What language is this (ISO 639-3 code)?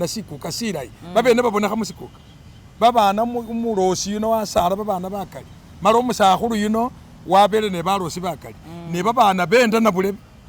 myx